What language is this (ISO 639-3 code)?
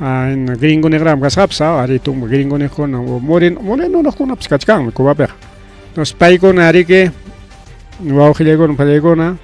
quy